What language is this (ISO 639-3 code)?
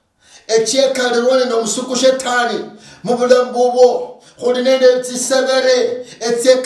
luy